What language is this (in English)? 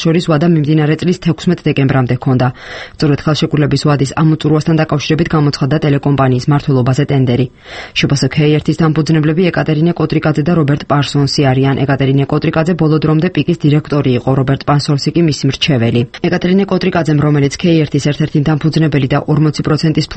Georgian